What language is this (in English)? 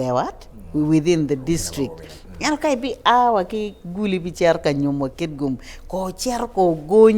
Acoli